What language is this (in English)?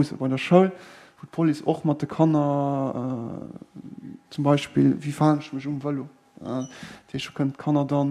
Luxembourgish